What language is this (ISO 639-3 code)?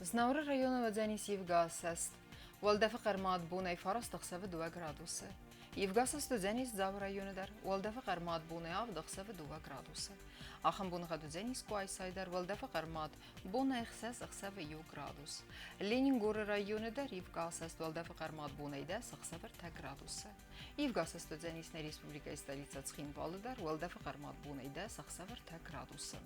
oss